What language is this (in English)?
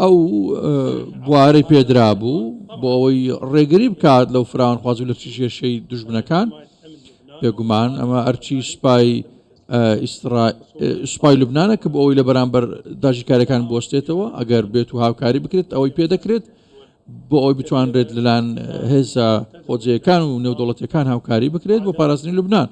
Central Kurdish